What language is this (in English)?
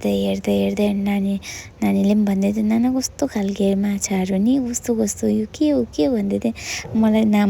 Nepali